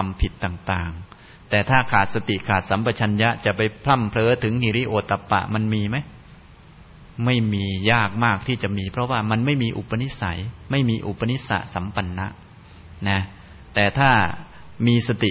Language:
Thai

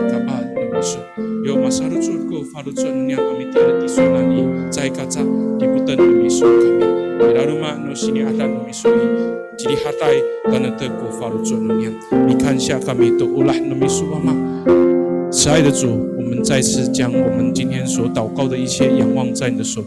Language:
Amis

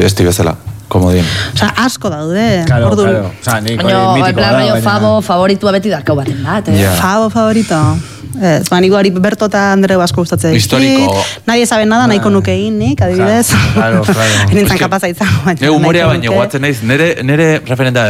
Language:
Basque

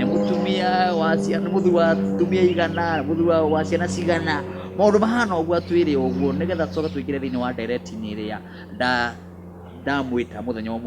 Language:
Kikuyu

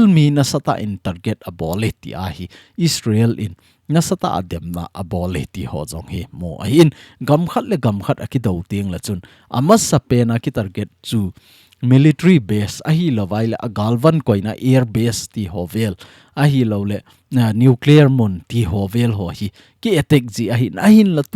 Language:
Thado Chin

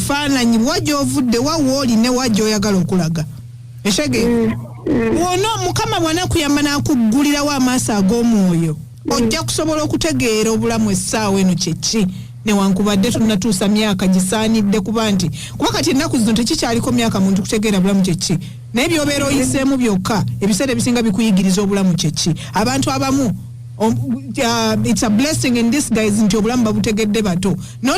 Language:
Ganda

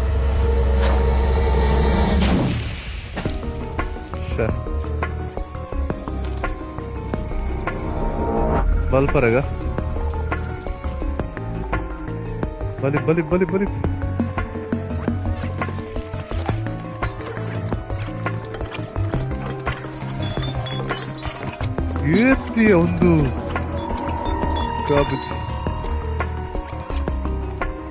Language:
Tulu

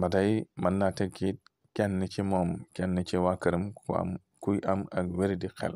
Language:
Wolof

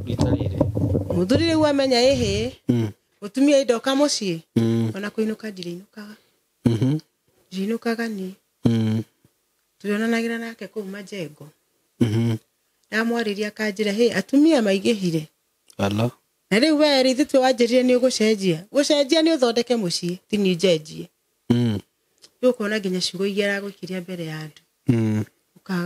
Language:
Kikuyu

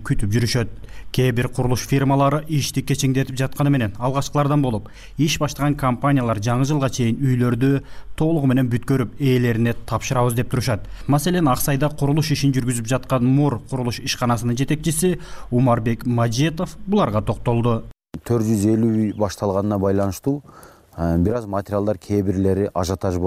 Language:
Kyrgyz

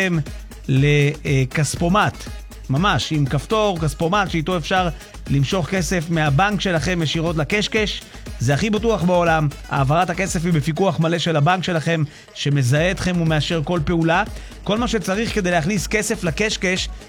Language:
Hebrew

